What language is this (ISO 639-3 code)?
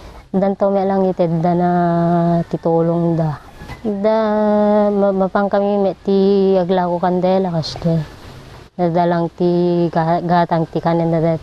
ilo